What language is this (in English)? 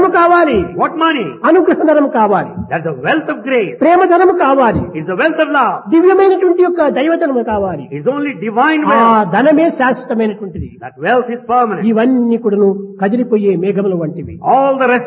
Telugu